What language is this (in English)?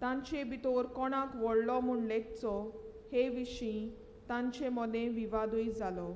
Konkani